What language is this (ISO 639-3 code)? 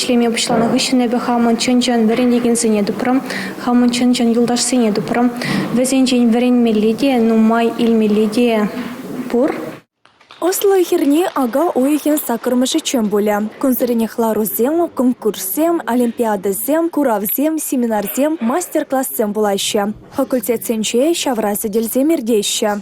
chv